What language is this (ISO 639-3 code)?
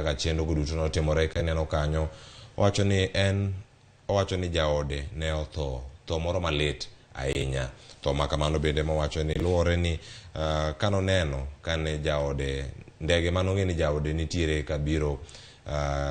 luo